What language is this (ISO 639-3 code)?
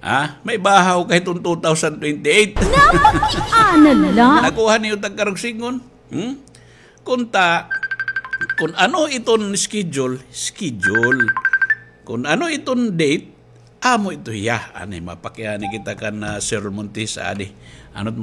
war